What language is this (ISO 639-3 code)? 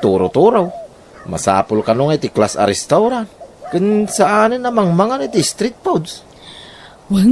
ilo